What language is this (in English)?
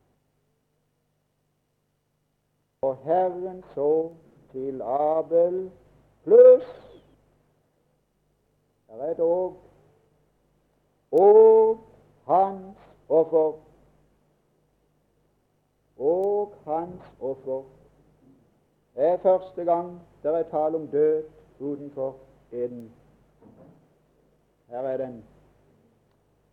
Norwegian